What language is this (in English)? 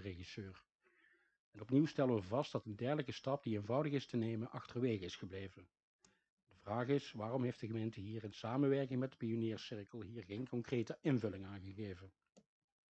Dutch